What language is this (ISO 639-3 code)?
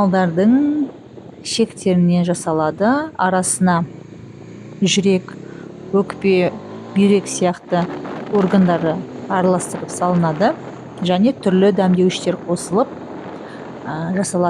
kaz